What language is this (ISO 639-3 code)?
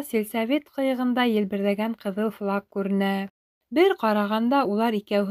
bak